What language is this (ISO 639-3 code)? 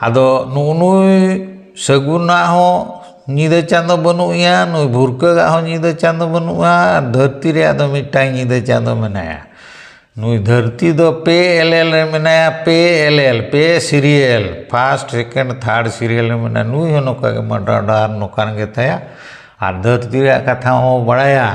sat